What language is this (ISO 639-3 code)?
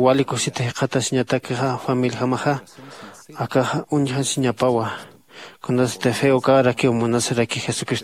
aym